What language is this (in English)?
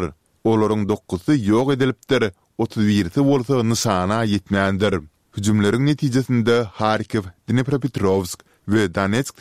Turkmen